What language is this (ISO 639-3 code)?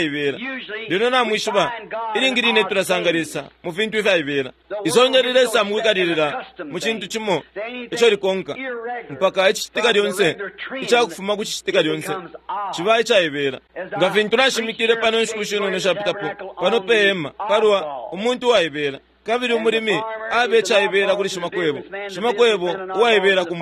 bem